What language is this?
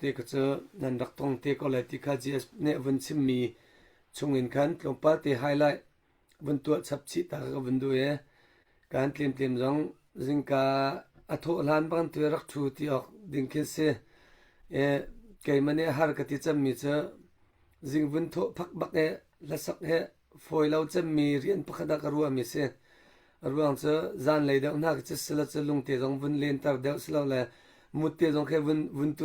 Hakha Chin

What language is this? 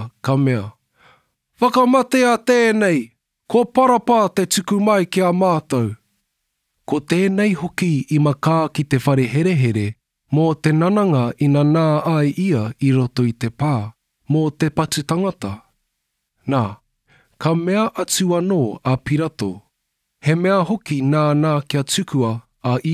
Māori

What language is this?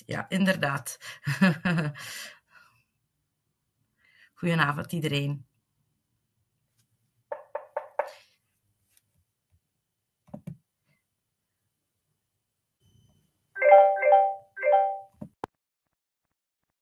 Dutch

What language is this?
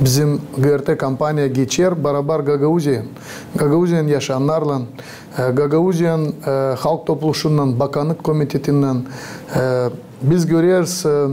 Gagauz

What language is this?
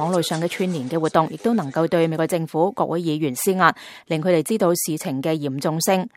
Cantonese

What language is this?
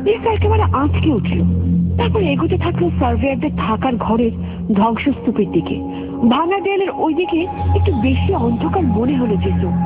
Bangla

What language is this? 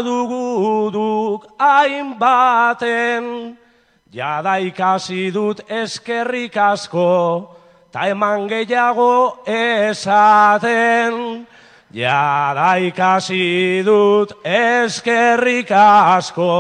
Basque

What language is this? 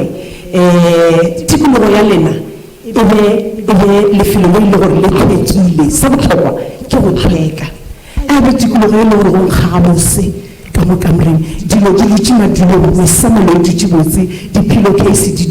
Northern Sotho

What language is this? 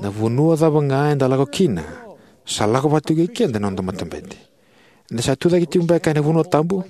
Fijian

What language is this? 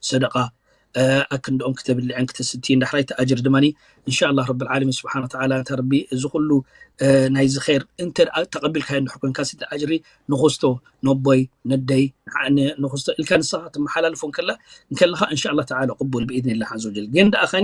Tigrinya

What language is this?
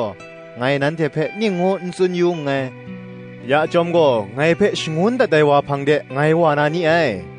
Kachin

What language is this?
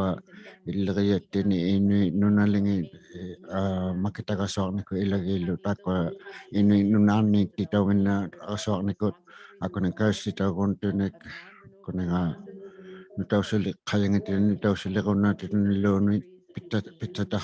Inuktitut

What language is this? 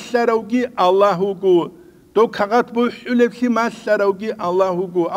Avaric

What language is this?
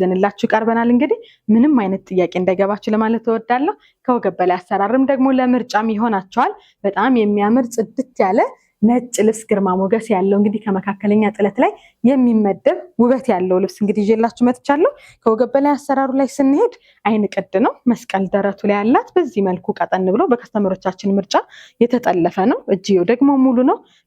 Amharic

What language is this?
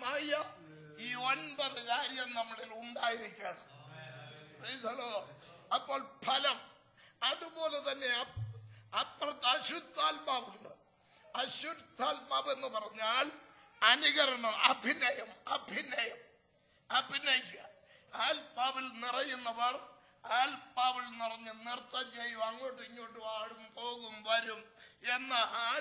Malayalam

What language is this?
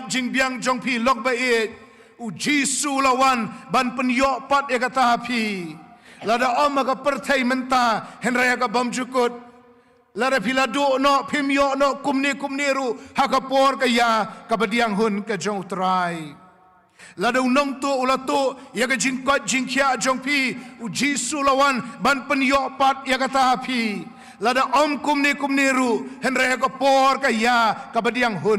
Khasi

